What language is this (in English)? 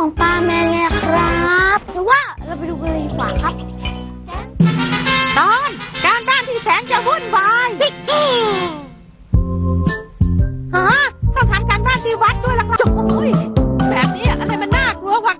Thai